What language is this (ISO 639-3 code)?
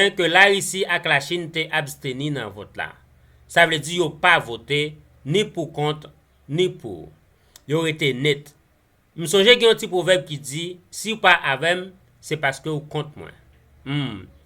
hat